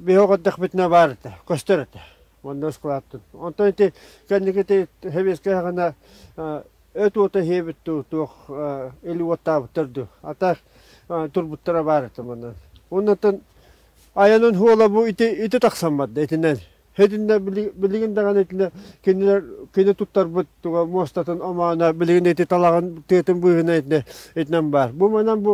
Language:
Yakut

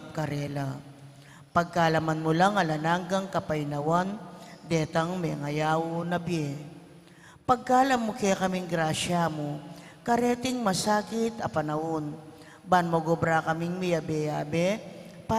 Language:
Pampanga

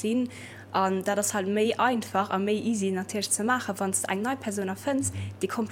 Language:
Luxembourgish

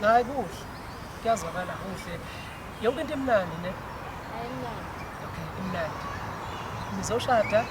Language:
Zulu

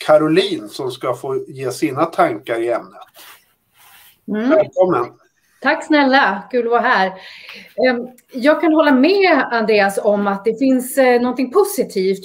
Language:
Swedish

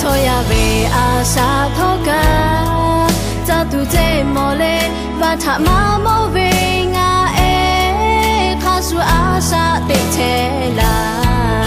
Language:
Lahu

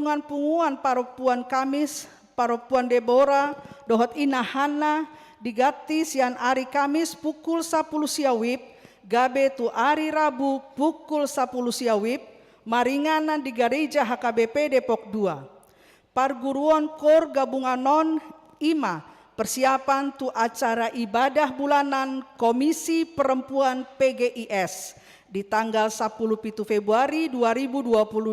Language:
Batak Toba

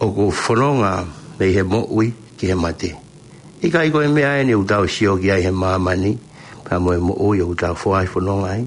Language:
Tongan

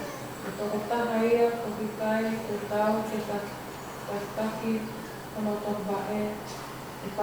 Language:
Tongan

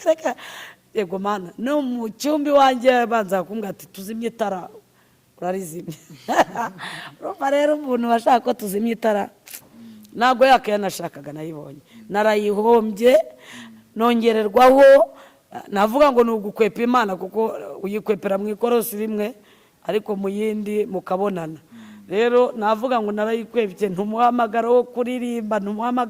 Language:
Kinyarwanda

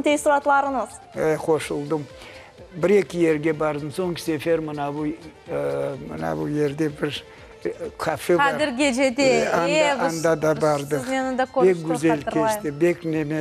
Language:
Crimean Tatar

